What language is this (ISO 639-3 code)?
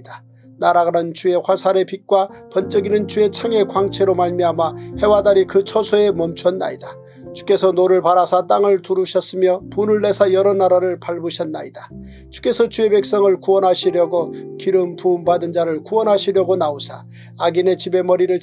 kor